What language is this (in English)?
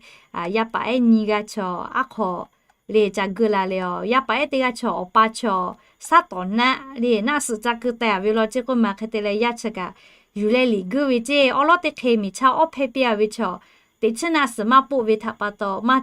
Lahu